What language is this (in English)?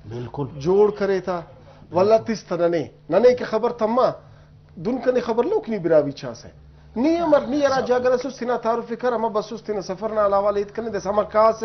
Brahui